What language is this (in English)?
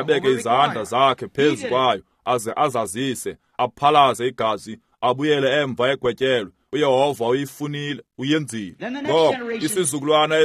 Xhosa